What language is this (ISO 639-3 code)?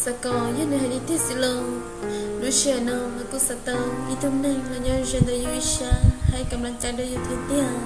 hmn